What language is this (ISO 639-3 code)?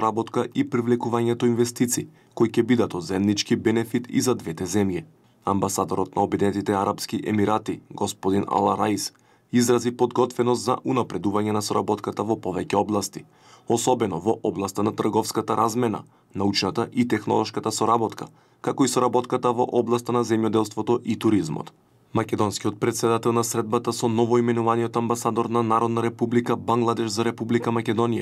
mkd